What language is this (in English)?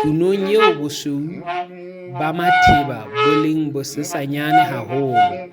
Southern Sotho